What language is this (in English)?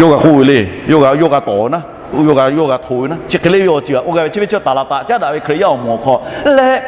Lahu